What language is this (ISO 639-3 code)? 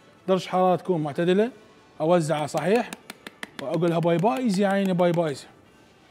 acm